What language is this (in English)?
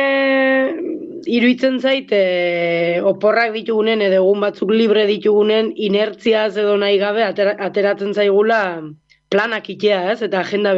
Basque